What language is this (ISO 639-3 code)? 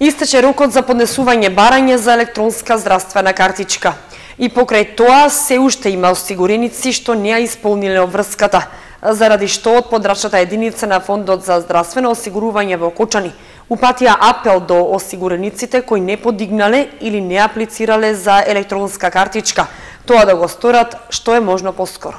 mkd